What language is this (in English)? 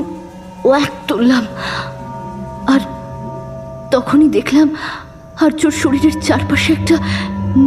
Bangla